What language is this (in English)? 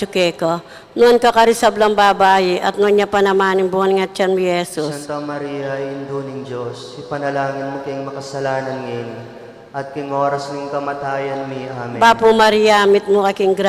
Pampanga